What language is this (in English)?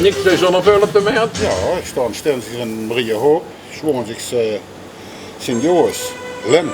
Limburgish